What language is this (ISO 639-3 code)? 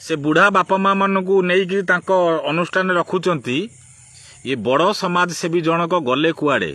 ori